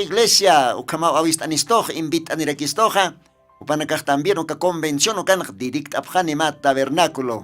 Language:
Aymara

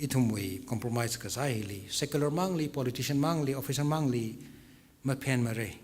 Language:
Tangkhul Naga (India)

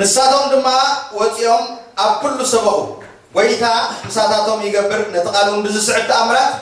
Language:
Tigrinya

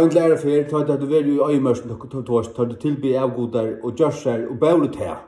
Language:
Faroese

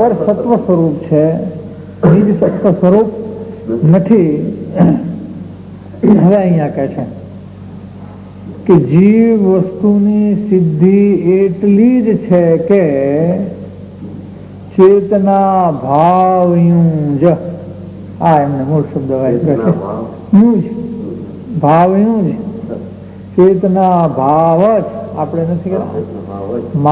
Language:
Gujarati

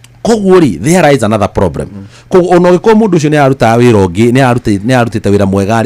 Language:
Kikuyu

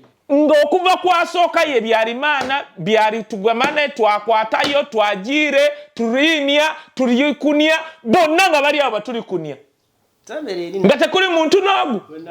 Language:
Ganda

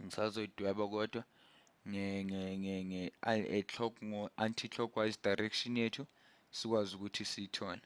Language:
Zulu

